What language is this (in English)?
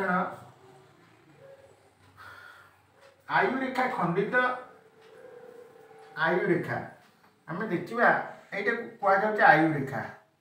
Odia